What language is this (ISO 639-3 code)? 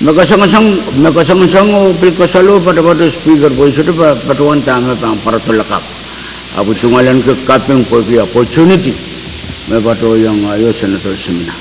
pon